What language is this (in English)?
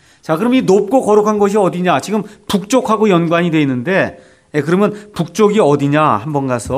Korean